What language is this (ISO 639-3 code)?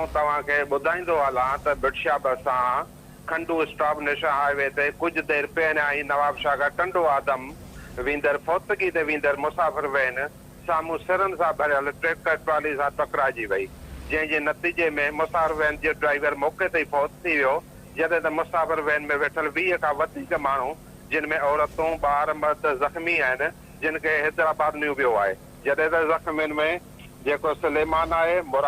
snd